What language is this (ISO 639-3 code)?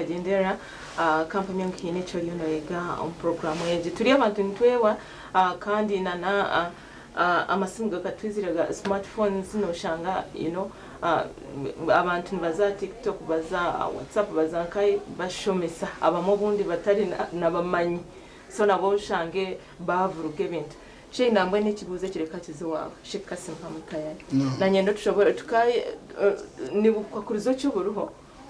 nyn